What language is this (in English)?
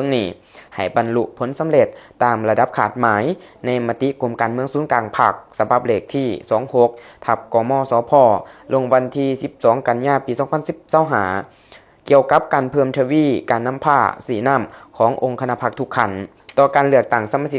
Lao